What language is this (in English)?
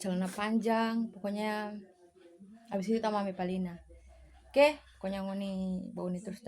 Manado Malay